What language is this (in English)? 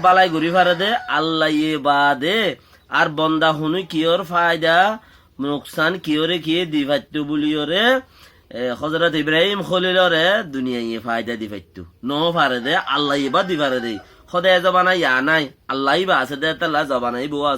Rohingya